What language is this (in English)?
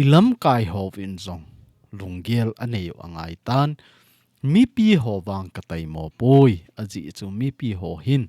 Thado Chin